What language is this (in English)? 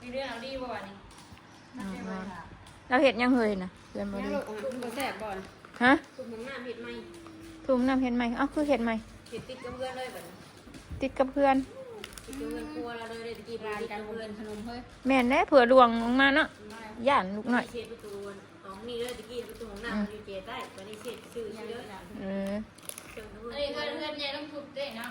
Northeastern Thai